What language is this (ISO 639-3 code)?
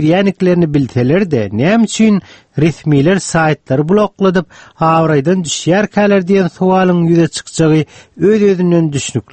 tuk